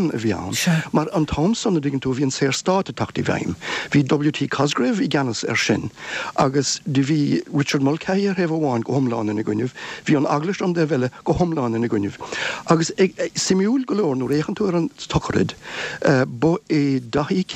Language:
Irish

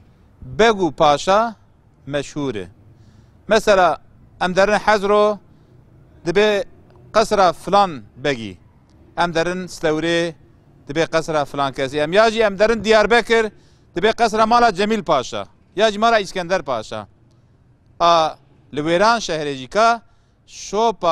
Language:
Kurdish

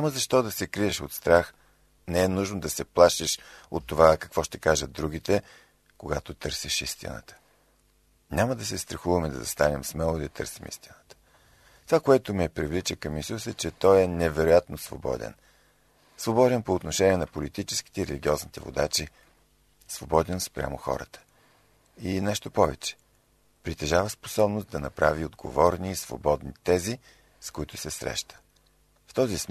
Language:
Bulgarian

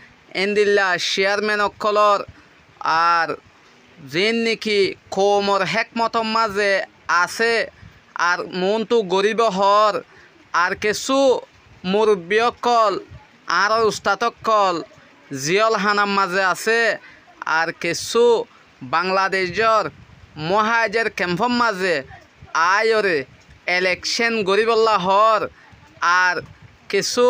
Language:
Rohingya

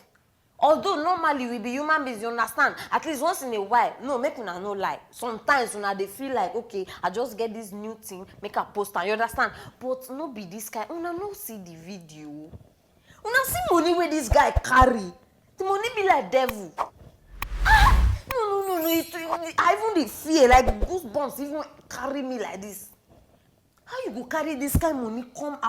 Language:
Nigerian Pidgin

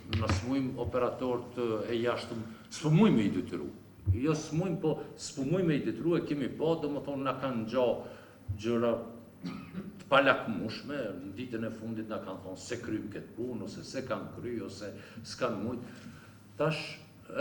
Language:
Albanian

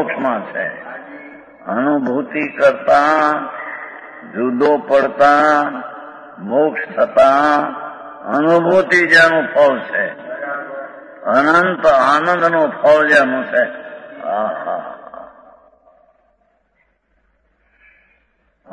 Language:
Gujarati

